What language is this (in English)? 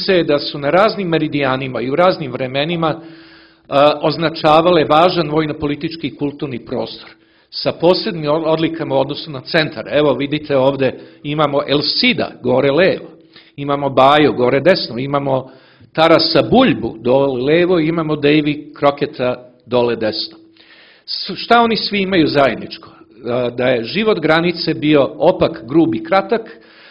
Serbian